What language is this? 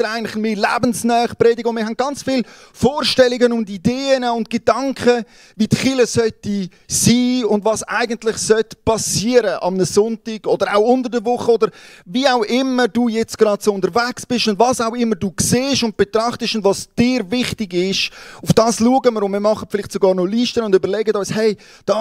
Swiss German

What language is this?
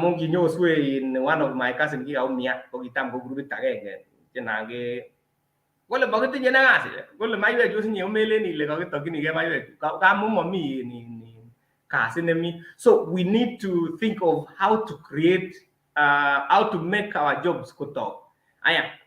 Kalenjin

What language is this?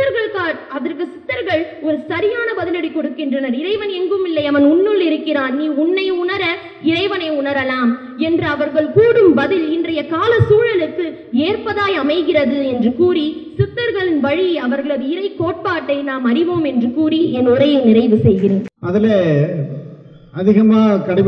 Tamil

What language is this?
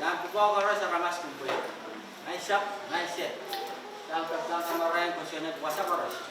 Pohnpeian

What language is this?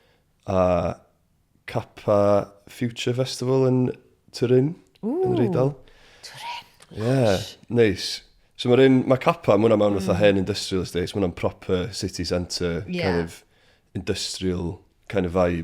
Welsh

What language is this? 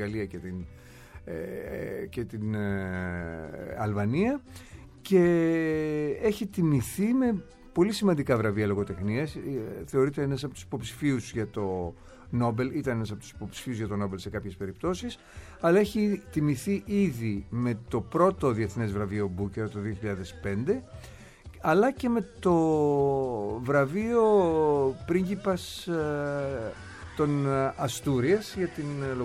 Greek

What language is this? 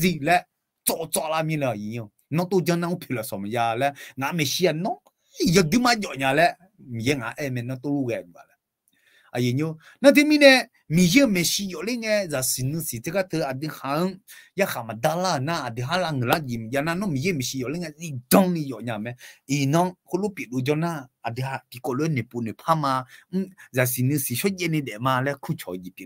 Akha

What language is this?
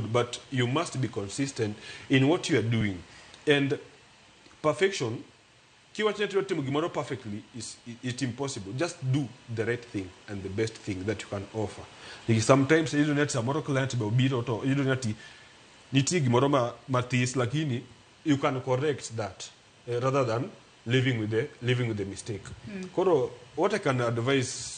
Luo (Kenya and Tanzania)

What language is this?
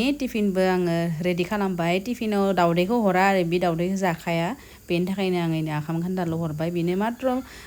Bodo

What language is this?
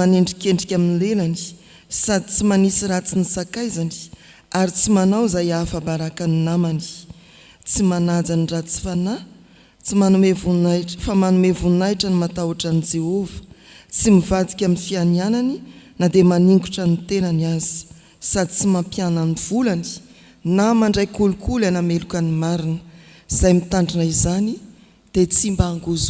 Malagasy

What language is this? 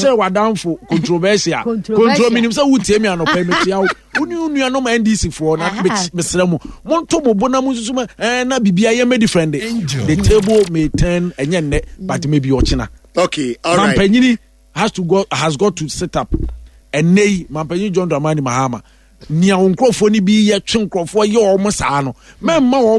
Akan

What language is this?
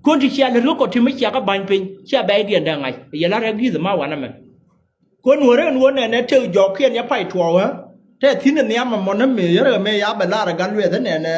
Nuer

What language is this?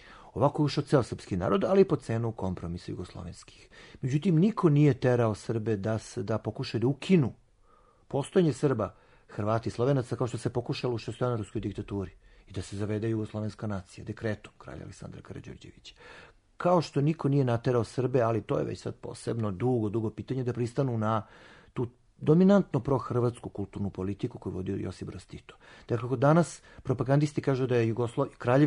Serbian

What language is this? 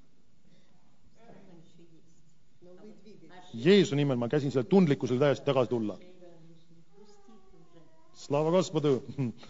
Estonian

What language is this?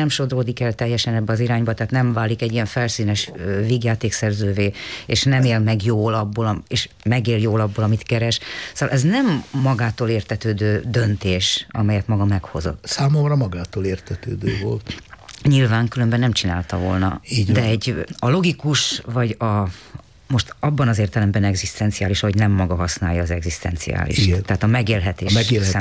Hungarian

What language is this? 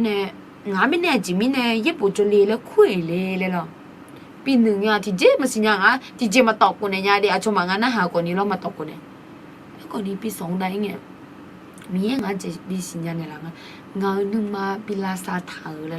Akha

